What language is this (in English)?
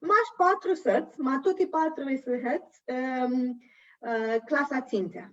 Aromanian